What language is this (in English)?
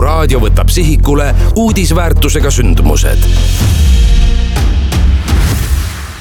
Estonian